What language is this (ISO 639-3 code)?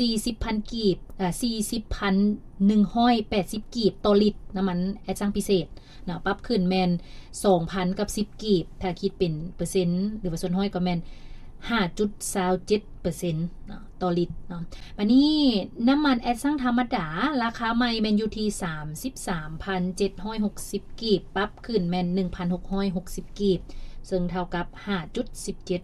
lao